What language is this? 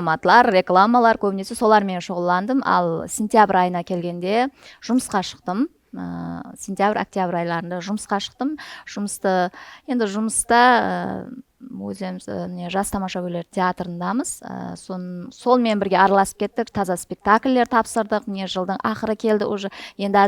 Kara-Kalpak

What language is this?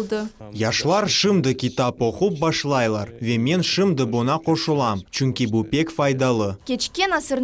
Crimean Tatar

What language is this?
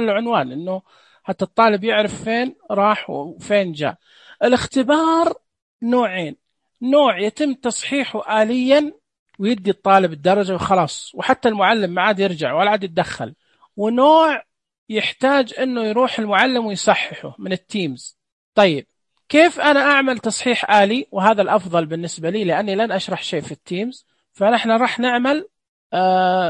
Najdi Arabic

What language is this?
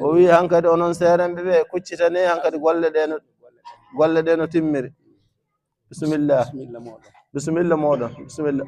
Fula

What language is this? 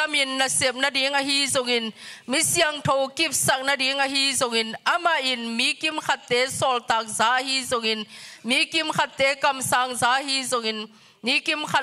Tedim Chin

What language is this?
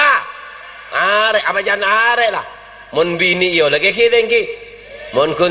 Madurese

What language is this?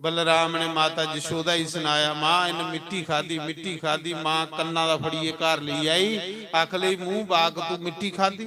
Dogri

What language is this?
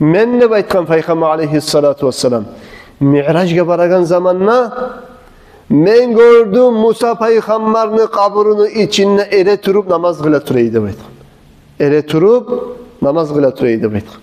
Kumyk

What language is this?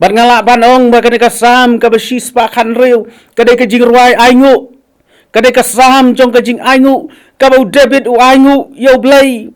Khasi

